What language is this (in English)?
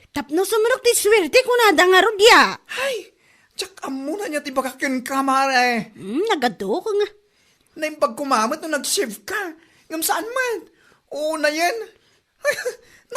Iloko